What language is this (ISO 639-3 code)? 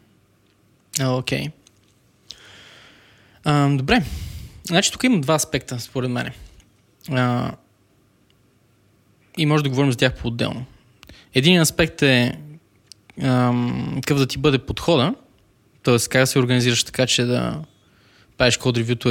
bul